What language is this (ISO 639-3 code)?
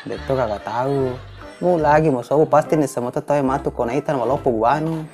bug